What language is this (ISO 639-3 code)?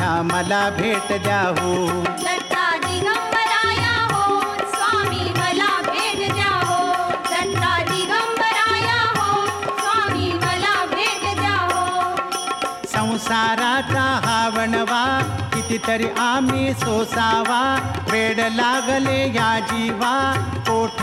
mar